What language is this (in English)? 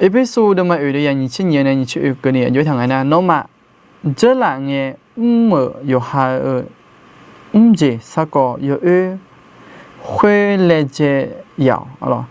Akha